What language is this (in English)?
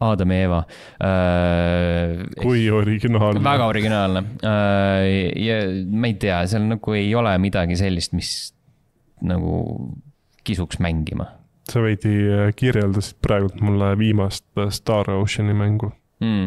Estonian